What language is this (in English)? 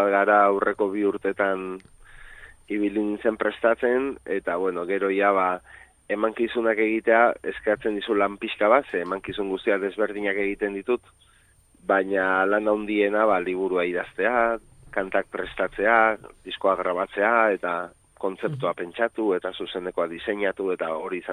Basque